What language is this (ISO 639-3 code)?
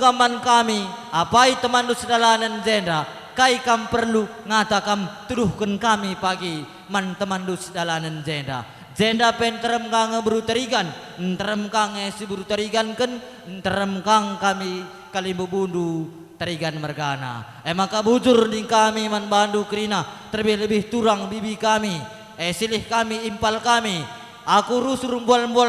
btx